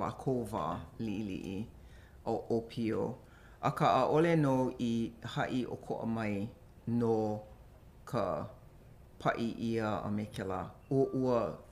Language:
Hawaiian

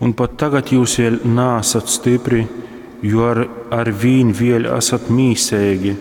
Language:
Latgalian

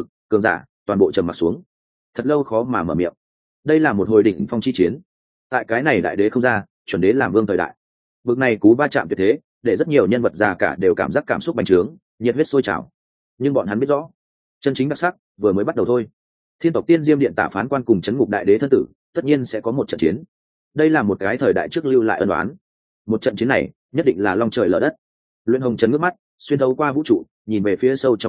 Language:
Vietnamese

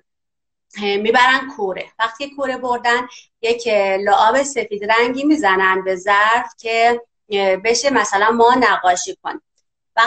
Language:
Persian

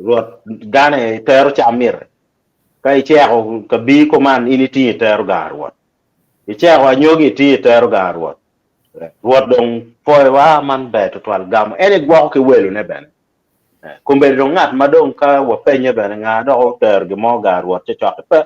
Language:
Acoli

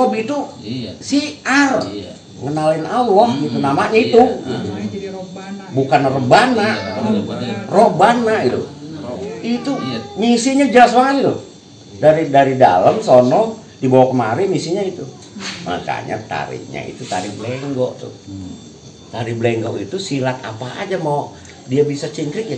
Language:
Betawi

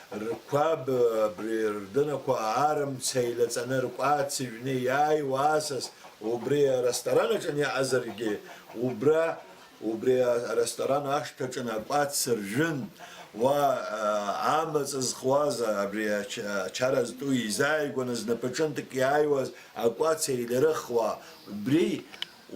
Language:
Abkhazian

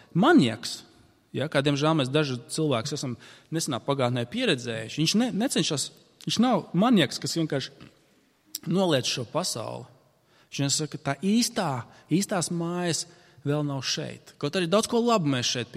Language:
Latvian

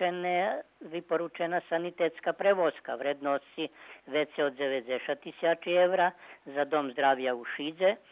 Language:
Rusyn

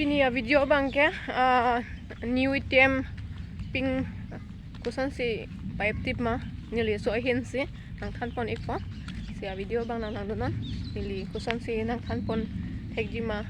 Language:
Karbi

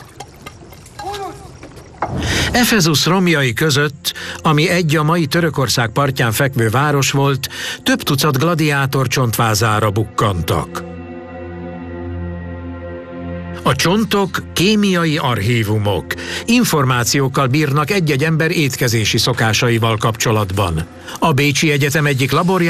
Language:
Hungarian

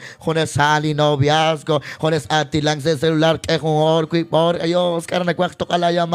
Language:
Kekchí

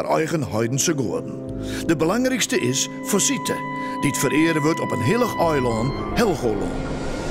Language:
Western Frisian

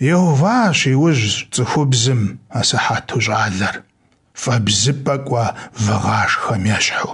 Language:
Kabardian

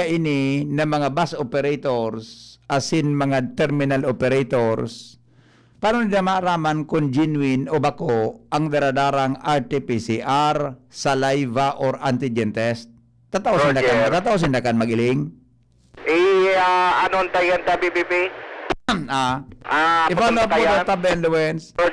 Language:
Bikol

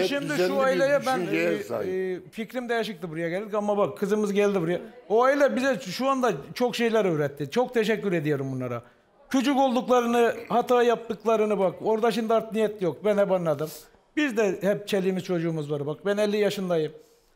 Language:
Turkish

